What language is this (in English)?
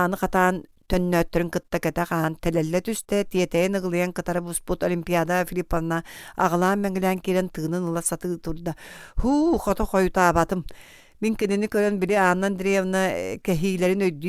Yakut